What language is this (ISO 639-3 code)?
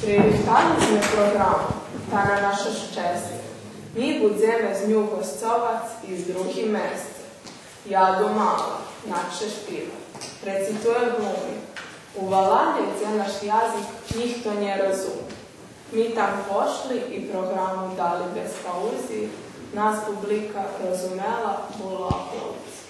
rue